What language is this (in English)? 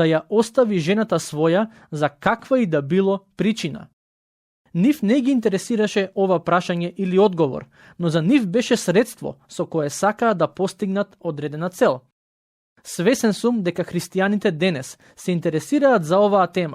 Macedonian